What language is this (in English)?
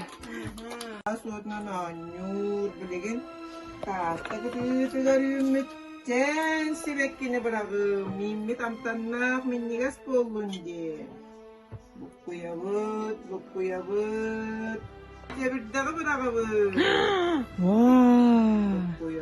Yakut